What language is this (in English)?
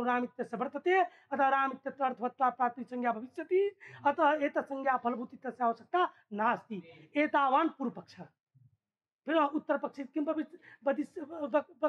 Sanskrit